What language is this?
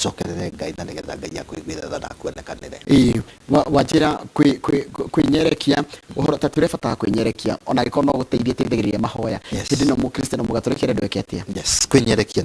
Kikuyu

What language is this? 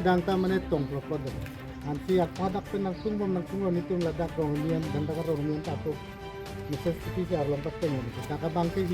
Karbi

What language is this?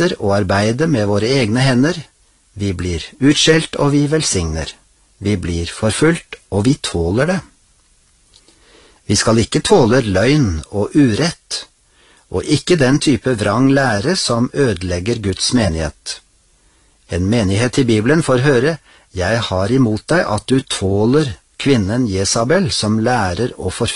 Norwegian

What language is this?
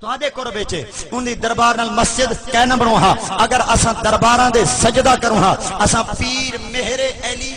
Saraiki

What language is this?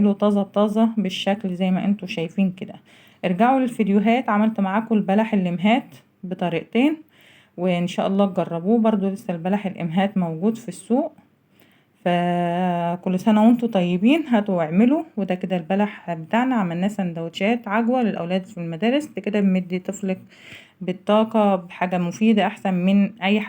Egyptian Arabic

